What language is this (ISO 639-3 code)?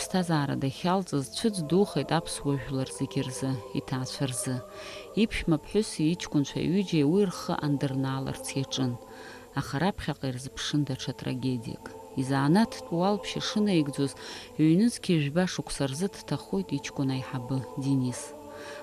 abk